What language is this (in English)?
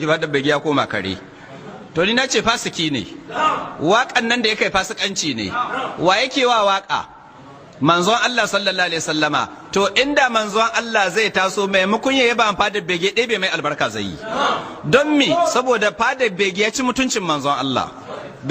Hausa